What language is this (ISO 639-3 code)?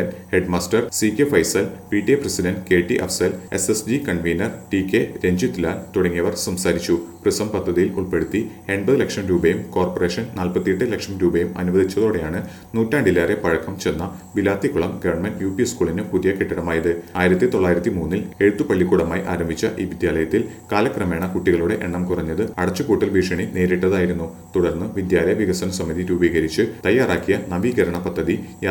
mal